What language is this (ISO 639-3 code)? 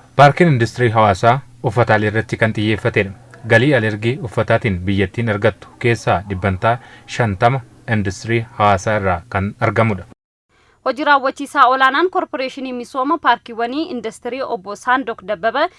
orm